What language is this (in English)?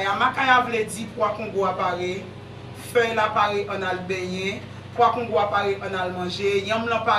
Haitian Creole